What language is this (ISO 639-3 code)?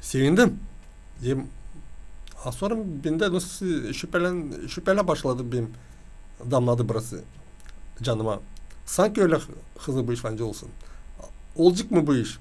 gag